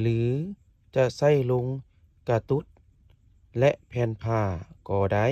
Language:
Lao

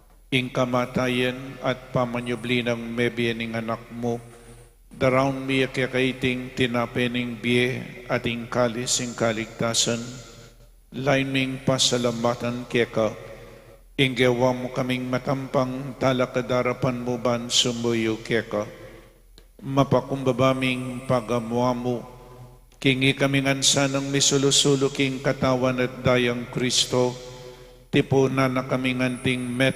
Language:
Pampanga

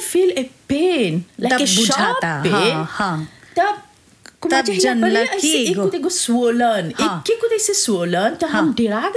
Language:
Bhojpuri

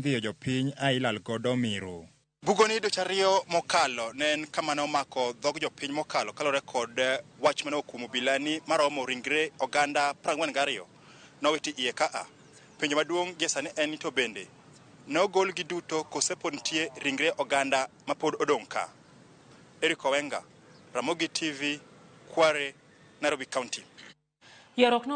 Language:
Luo (Kenya and Tanzania)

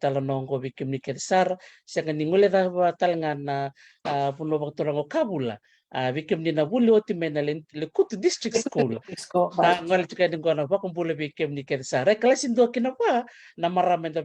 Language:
Fijian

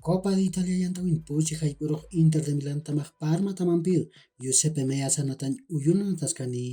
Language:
Aymara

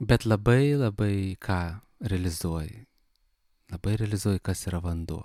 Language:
Lithuanian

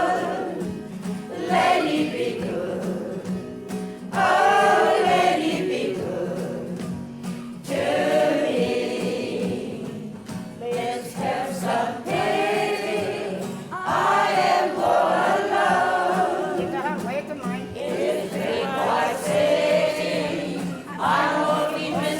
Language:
Māori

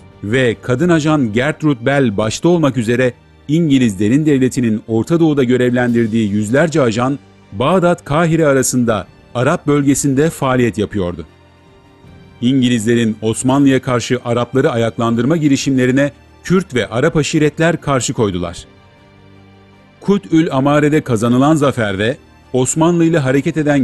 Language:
Turkish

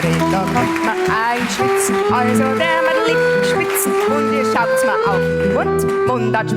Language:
Bavarian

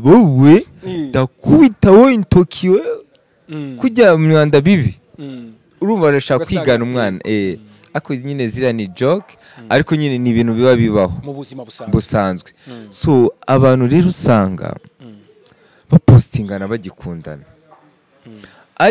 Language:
Kinyarwanda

